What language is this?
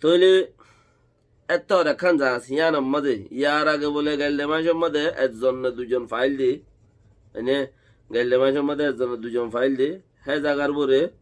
Rohingya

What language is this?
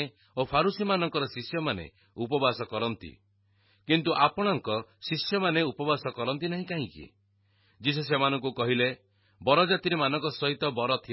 Odia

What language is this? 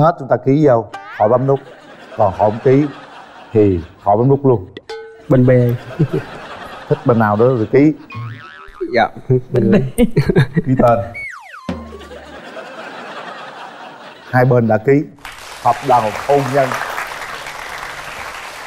Vietnamese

